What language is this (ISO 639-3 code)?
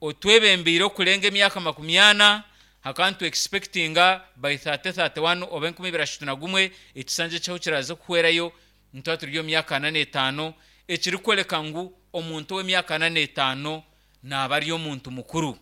nyn